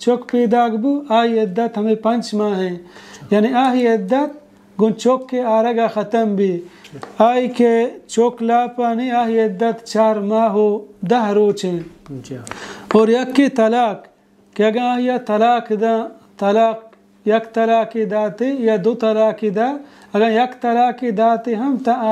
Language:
Baluchi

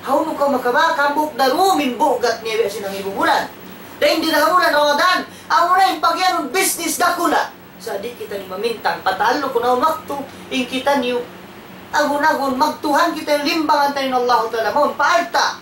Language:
Tausug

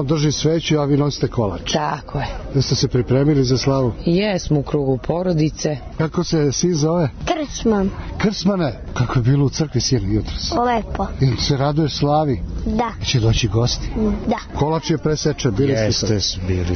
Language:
Serbian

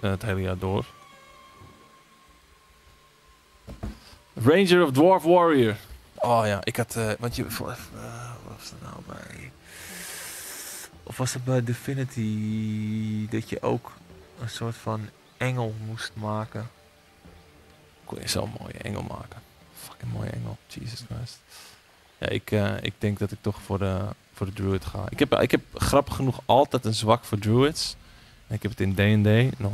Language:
Dutch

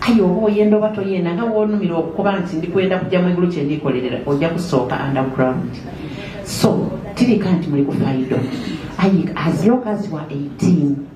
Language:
Soga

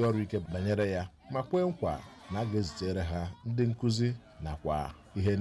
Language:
Igbo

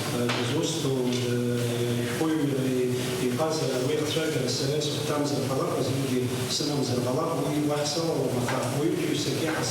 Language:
Abkhazian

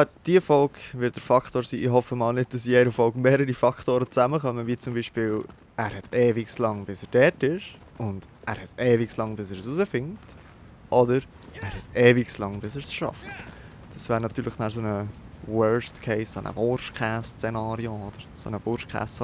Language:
Swiss German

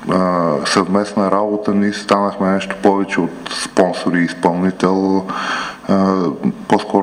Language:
Bulgarian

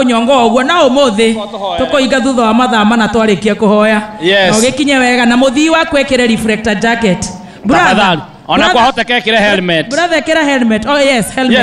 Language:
Kikuyu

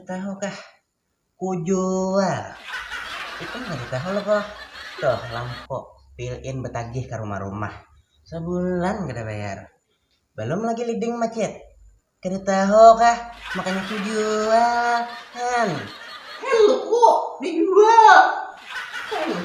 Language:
Banjar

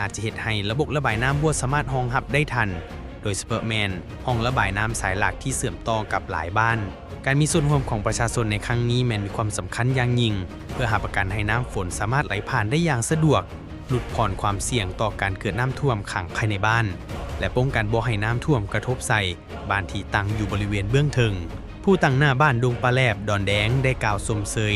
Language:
Lao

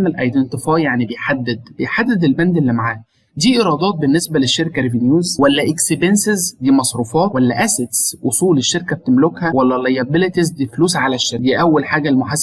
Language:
Egyptian Arabic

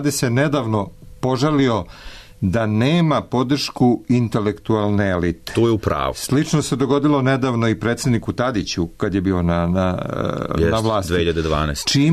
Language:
Serbian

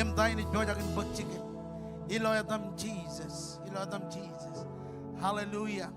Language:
Marshallese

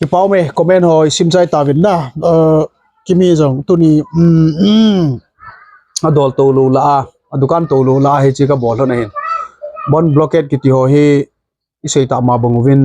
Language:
Thado Chin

